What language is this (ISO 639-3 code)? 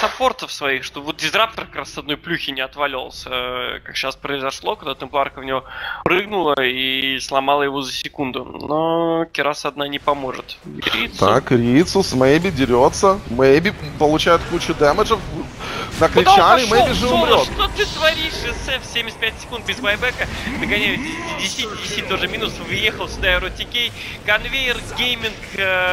rus